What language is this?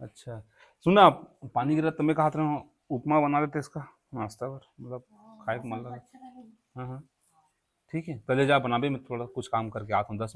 Chhattisgarhi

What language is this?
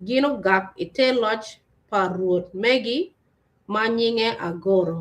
Acoli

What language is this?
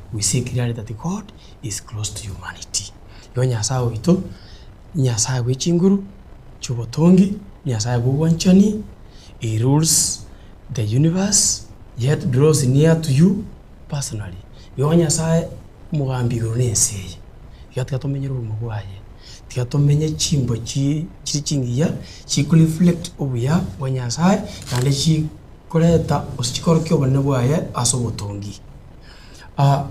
Gusii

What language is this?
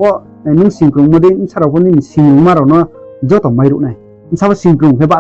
Riang (India)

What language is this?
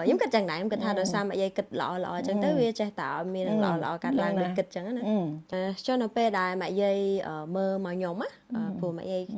Khmer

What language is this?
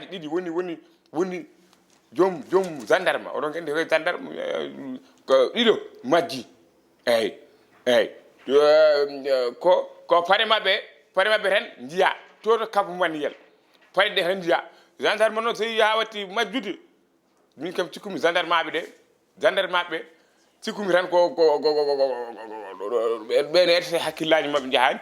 Fula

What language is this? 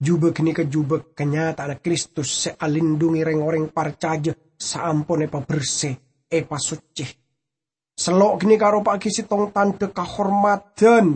Madurese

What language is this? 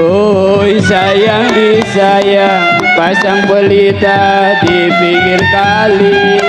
Betawi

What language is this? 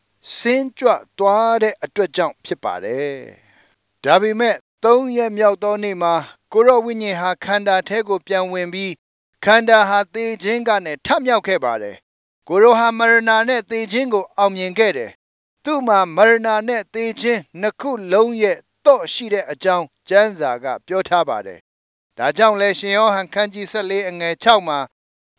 Burmese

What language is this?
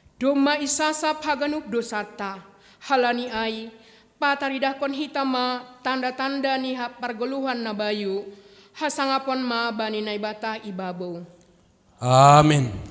Batak Simalungun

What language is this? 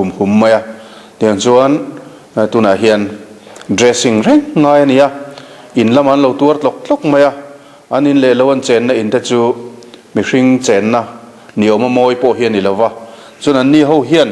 Mizo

